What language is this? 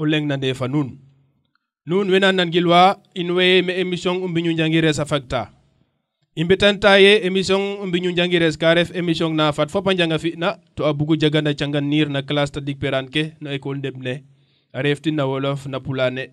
Serer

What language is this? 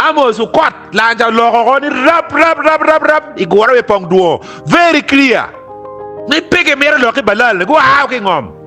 Acoli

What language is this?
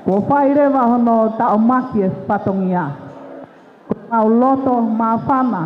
Tongan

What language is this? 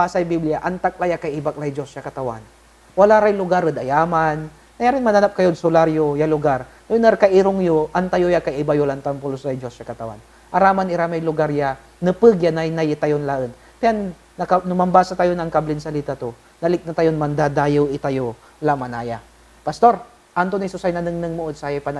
Pangasinan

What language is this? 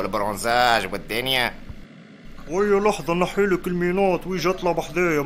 Tunisian Arabic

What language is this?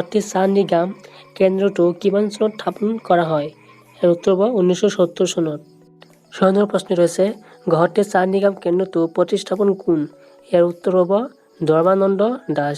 Assamese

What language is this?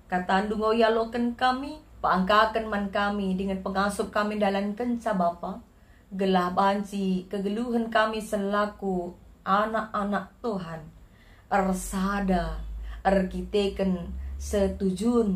Batak Karo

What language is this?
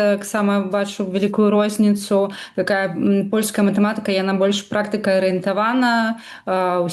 Belarusian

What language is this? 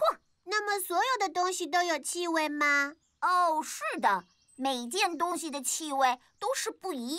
Chinese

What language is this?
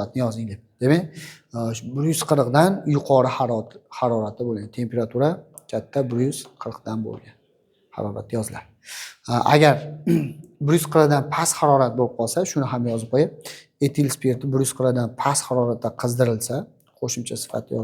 Uzbek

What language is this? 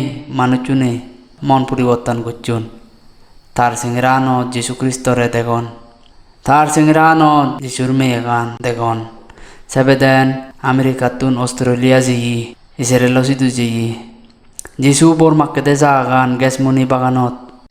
Chakma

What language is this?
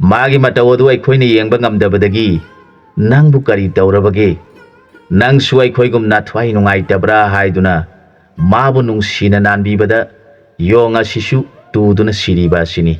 Manipuri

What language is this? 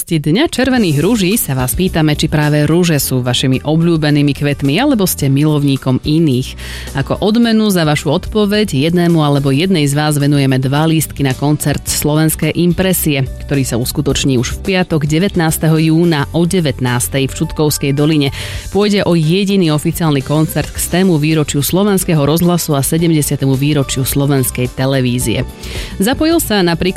Slovak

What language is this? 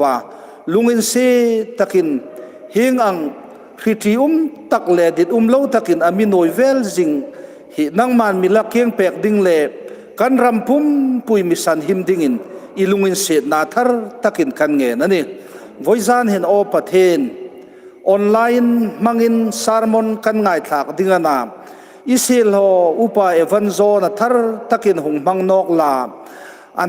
Hmar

